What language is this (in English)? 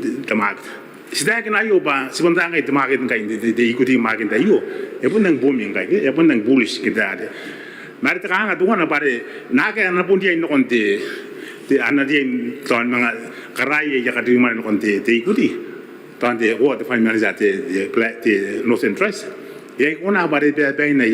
Gilbertese